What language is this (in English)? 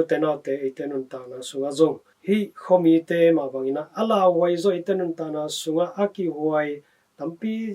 Tedim Chin